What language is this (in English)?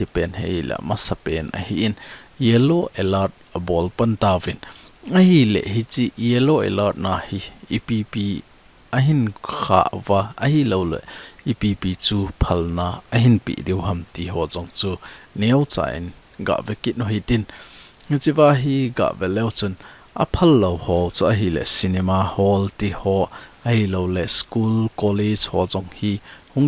Thado Chin